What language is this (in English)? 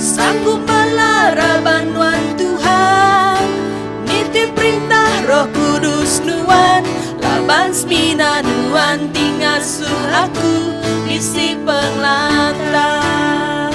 Iban